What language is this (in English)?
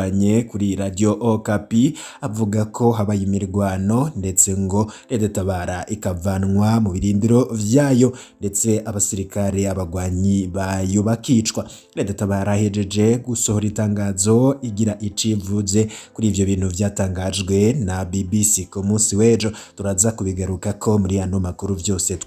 Rundi